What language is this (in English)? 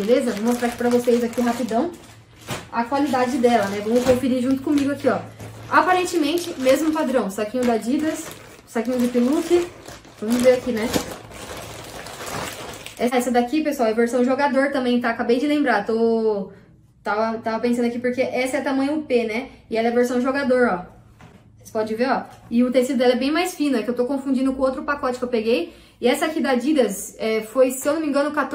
Portuguese